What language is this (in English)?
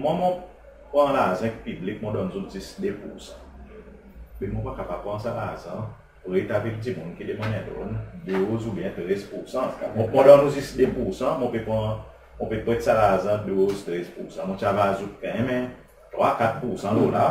Seselwa Creole French